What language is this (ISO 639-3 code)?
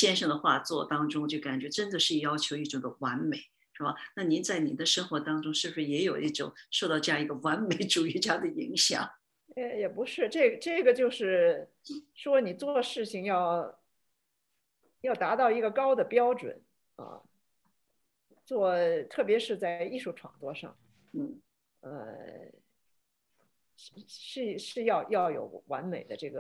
zho